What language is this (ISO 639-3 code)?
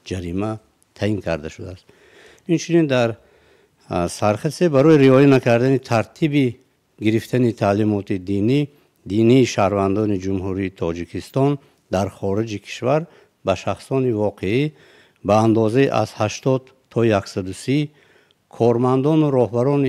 tgk